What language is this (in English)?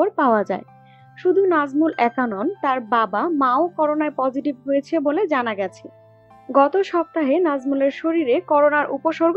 Bangla